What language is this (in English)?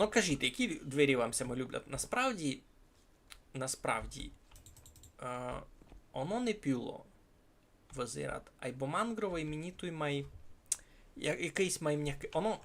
Rusyn